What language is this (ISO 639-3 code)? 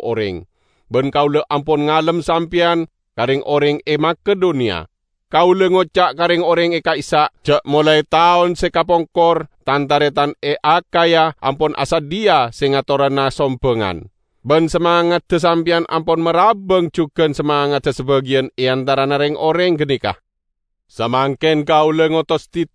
mad